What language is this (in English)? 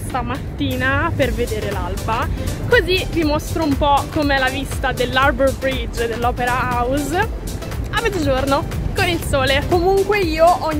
Italian